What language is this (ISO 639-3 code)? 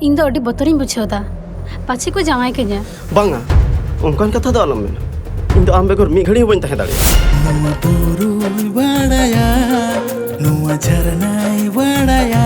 sat